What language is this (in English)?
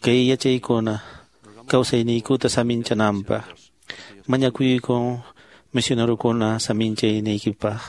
Quechua